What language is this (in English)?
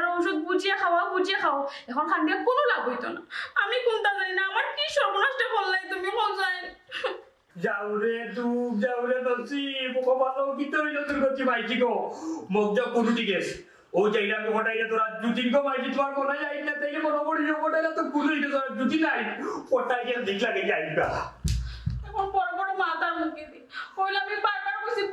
Sylheti